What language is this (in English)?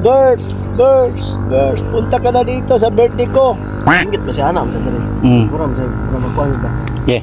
Cebuano